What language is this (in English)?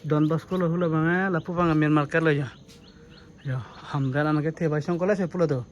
Karbi